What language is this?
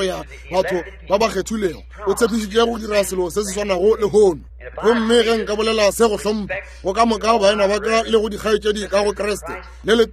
Northern Sotho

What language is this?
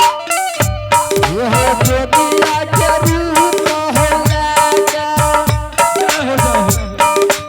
Angika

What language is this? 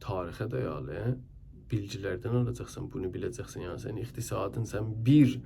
South Azerbaijani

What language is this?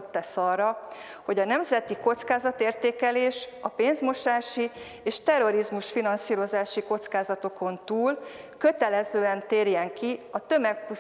Hungarian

